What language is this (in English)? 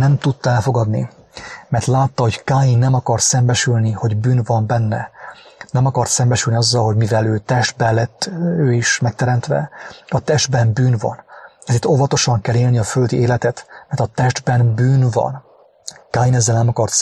Hungarian